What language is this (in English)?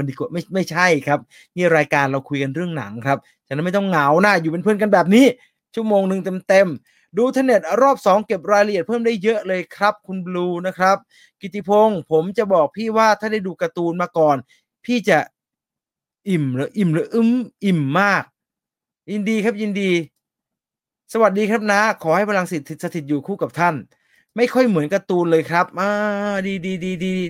Thai